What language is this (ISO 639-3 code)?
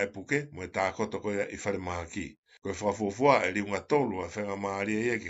ton